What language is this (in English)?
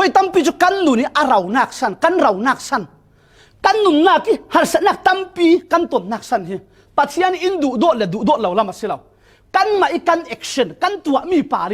Falam Chin